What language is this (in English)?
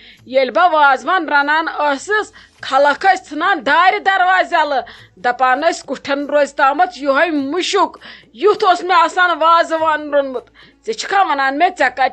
Kashmiri